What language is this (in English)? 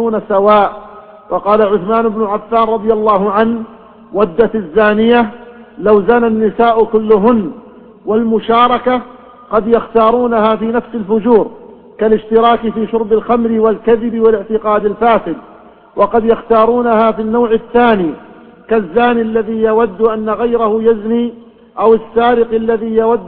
Arabic